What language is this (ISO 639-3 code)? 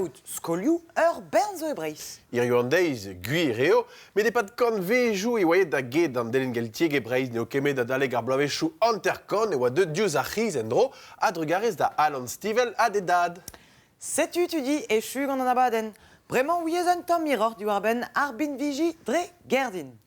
bre